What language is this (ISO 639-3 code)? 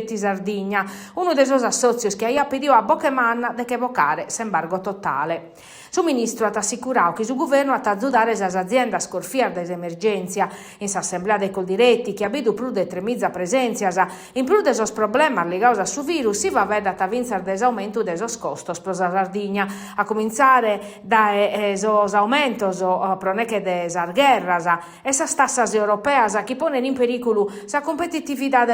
srd